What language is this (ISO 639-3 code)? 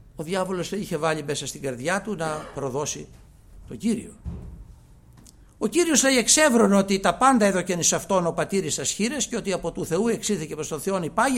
ell